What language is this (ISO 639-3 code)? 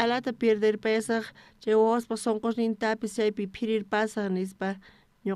quh